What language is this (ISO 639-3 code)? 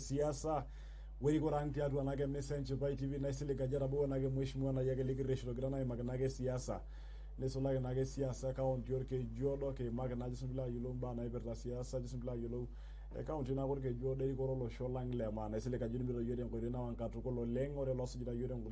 mas